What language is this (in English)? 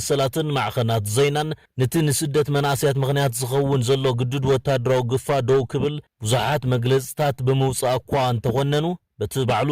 Tigrinya